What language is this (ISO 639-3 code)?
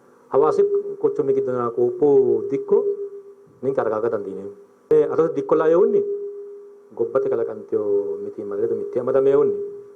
sid